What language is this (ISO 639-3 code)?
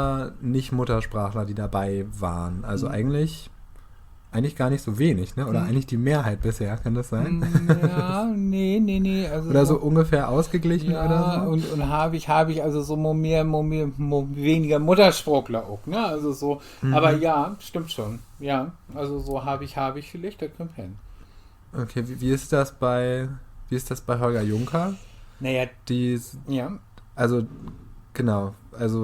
nds